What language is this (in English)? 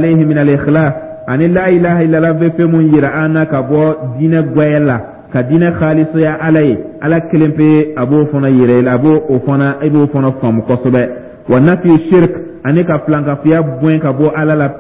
Dyula